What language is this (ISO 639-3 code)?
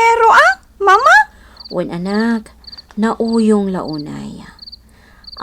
ilo